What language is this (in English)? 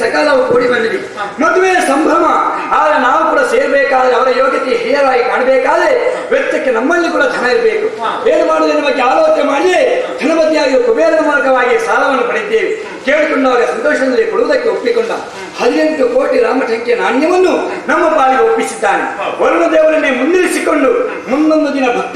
Kannada